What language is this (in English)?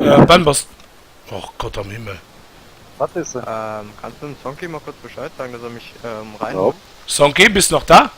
Luxembourgish